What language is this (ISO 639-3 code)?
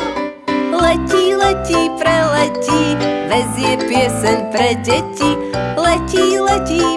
slk